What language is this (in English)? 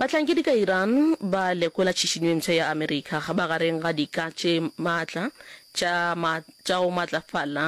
Northern Sotho